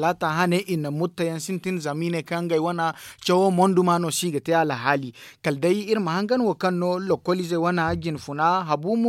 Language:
Zarma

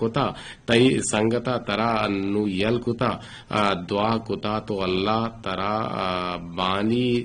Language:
Eastern Balochi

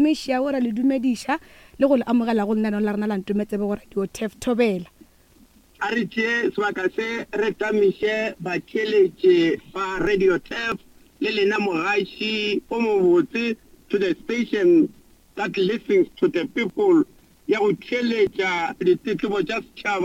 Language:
Northern Sotho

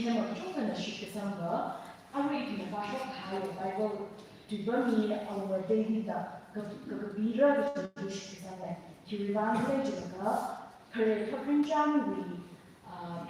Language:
Tangkhul Naga (India)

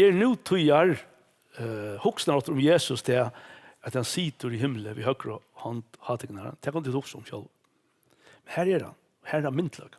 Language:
Faroese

